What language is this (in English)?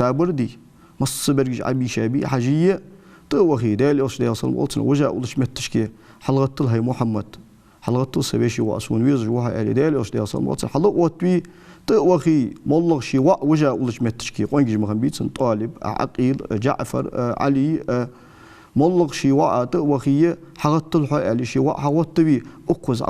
Ingush